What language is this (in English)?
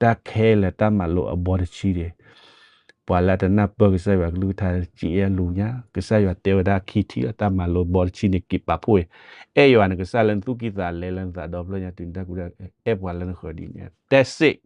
S'gaw Karen